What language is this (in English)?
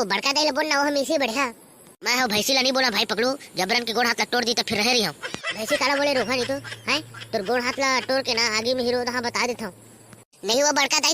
Chhattisgarhi